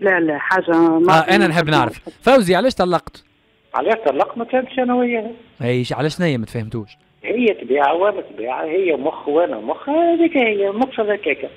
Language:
Tunisian Arabic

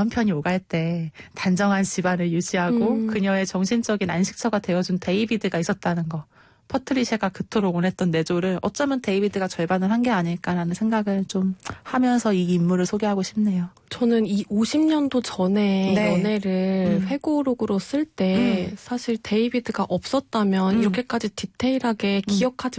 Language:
Korean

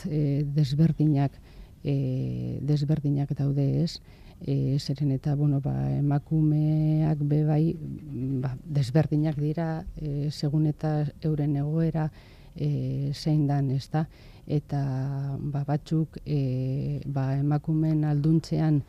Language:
Basque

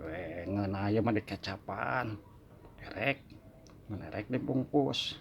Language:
Sundanese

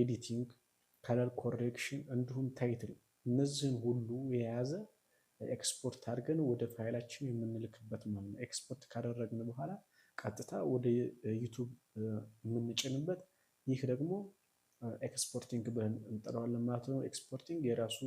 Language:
Amharic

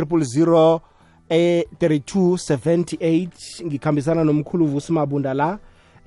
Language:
South Ndebele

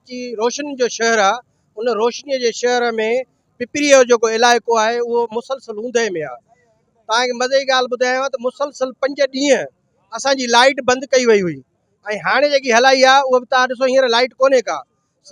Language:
Sindhi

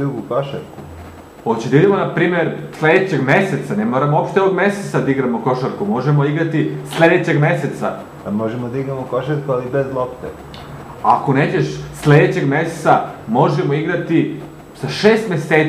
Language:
Serbian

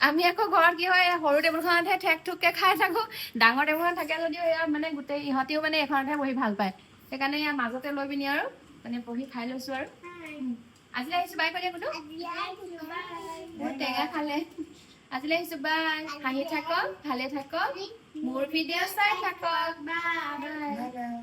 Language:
Assamese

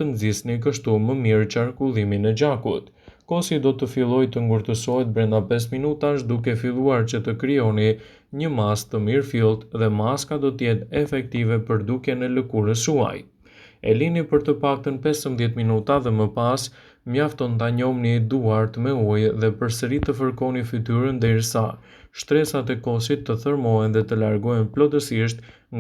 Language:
Albanian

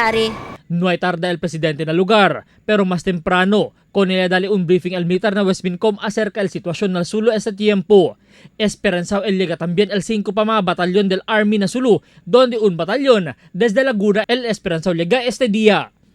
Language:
Chavacano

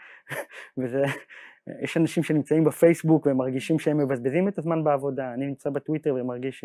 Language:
Hebrew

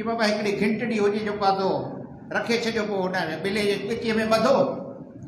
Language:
Sindhi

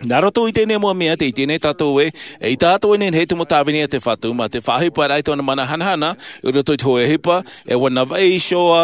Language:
Tahitian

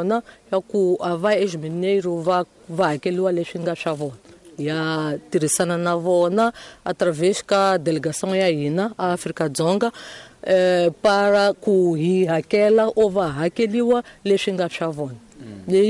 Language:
Tsonga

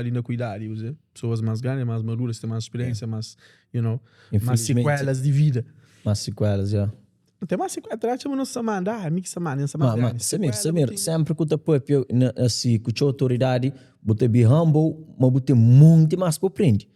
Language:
Kabuverdianu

